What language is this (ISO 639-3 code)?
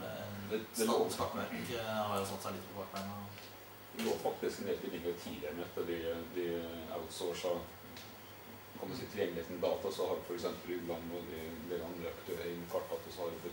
nor